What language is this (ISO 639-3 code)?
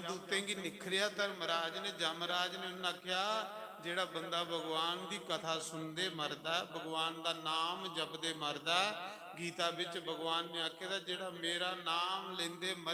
doi